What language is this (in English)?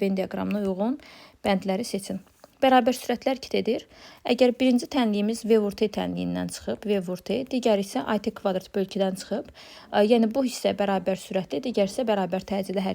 Azerbaijani